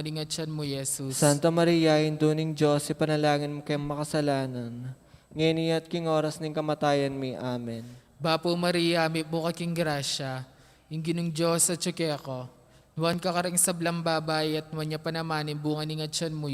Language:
Pampanga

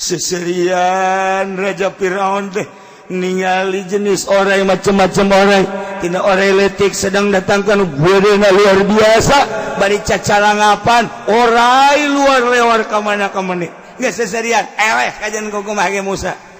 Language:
Sundanese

